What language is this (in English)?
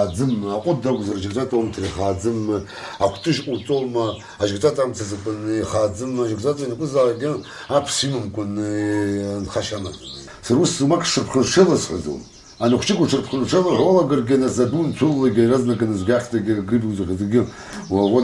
Abkhazian